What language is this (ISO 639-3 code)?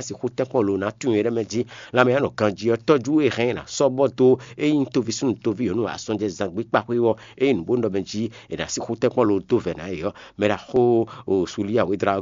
fon